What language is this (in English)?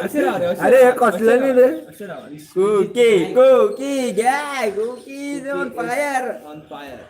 Konkani